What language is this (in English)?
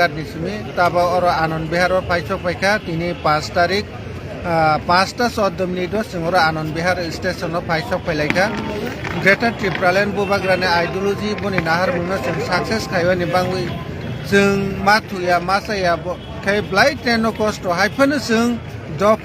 Kok Borok